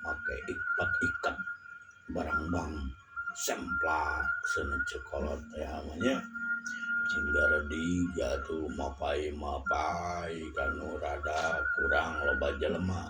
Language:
Sundanese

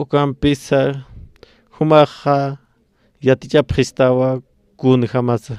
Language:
Aymara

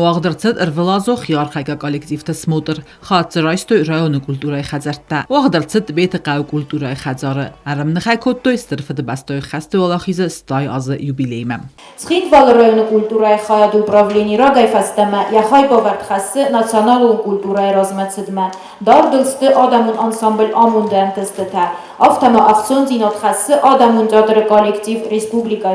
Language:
Ossetic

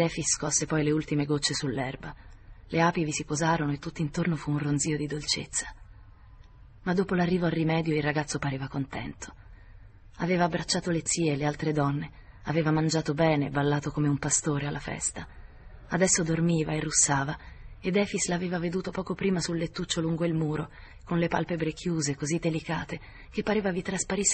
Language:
Italian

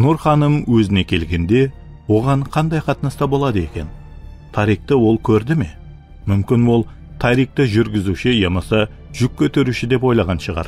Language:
Kara-Kalpak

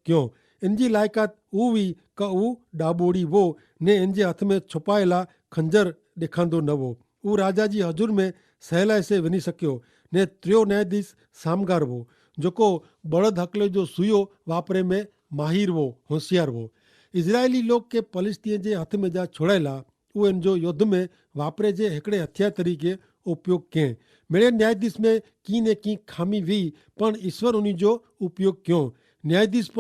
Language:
Kachhi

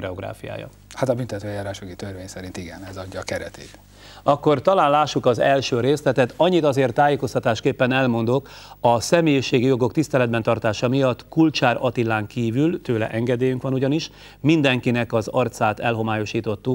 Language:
Hungarian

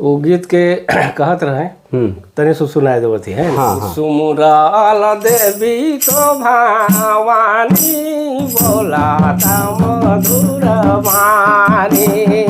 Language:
Sadri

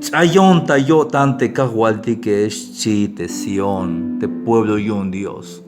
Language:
Tzeltal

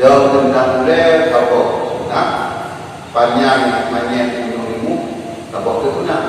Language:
Achinese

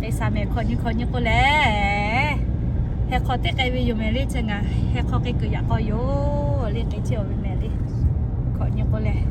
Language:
Lahu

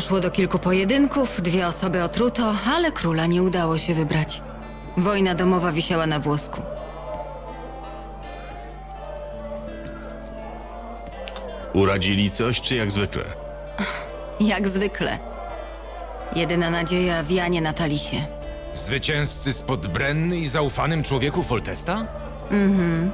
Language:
Polish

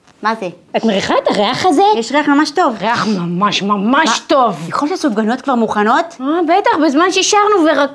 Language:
Hebrew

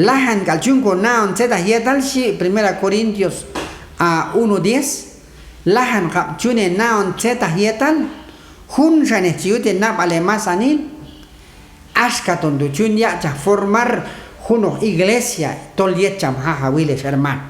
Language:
Q'anjob'al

